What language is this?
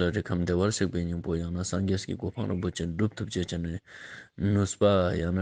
Tibetan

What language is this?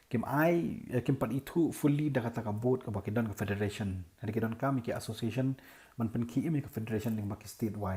Khasi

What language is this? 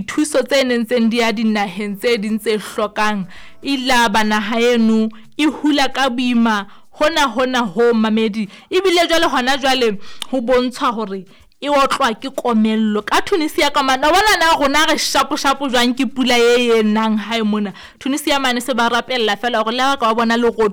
Southern Sotho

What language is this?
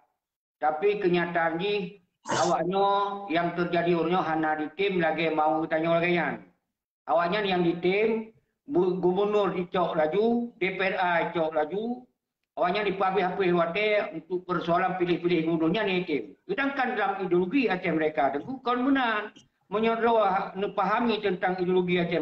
Achinese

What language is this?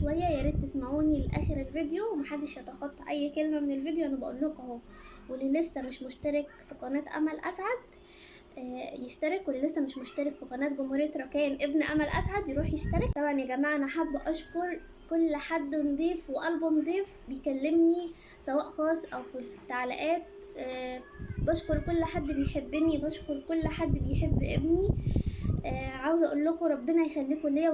Egyptian Arabic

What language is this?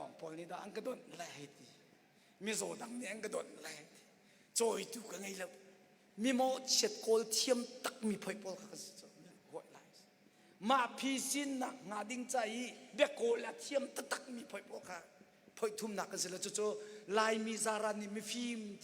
Hakha Chin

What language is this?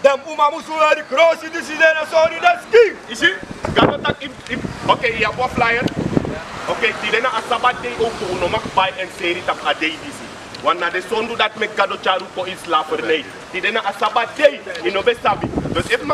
Sranan Tongo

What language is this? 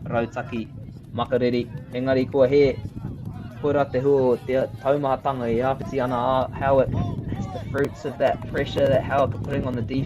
Māori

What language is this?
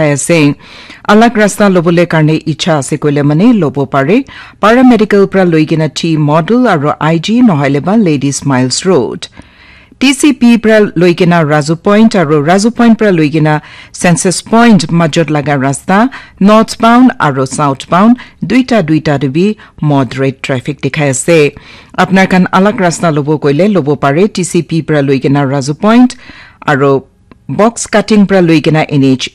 Naga Pidgin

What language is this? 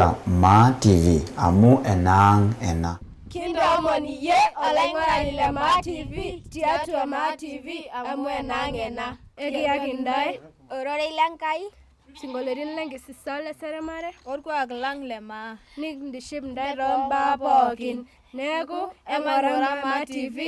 Masai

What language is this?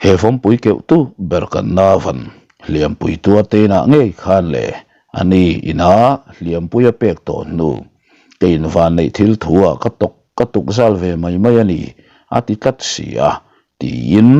Mizo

